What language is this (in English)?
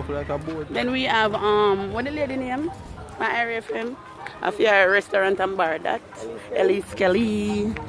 Jamaican Creole English